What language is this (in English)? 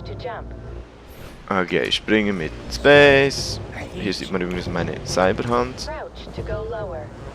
Swiss German